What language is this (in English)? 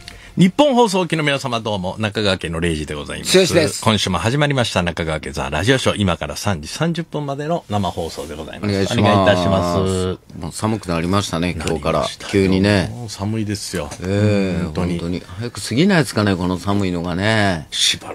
Japanese